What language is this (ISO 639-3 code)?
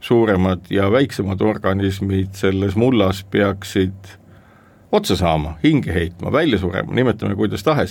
est